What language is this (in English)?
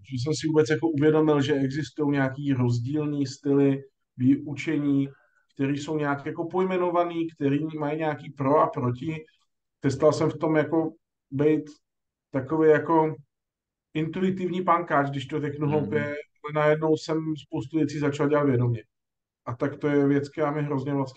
Czech